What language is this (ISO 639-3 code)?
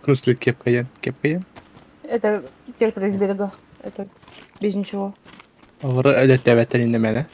sah